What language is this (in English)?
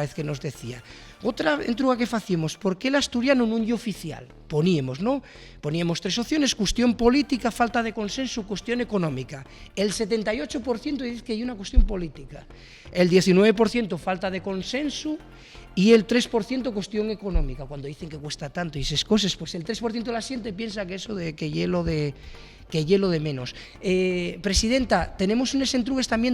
Asturian